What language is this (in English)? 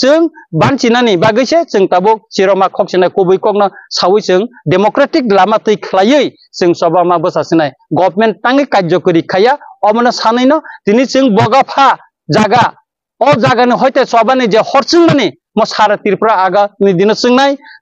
Riang (India)